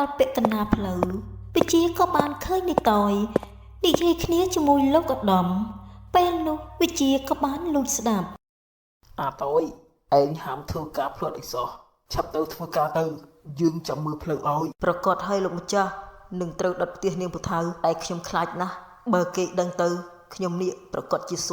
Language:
Khmer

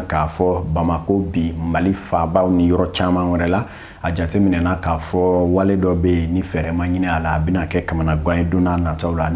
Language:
Bambara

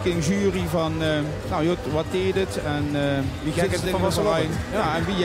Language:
Limburgish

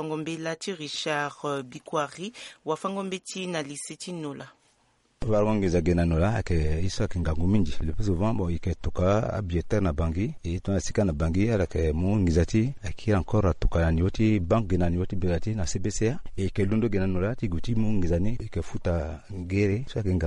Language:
Sango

